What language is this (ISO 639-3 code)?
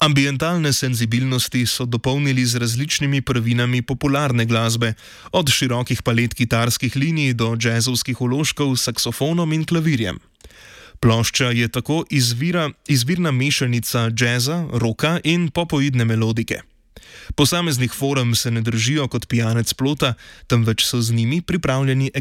slv